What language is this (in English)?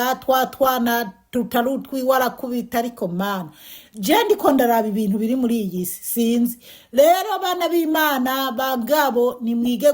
Rundi